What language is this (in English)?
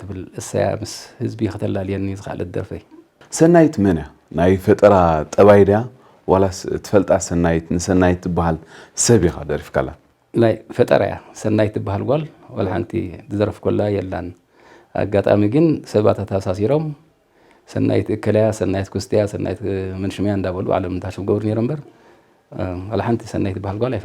Tigrinya